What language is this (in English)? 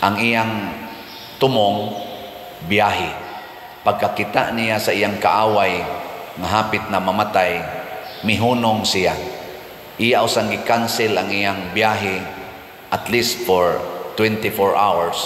Cebuano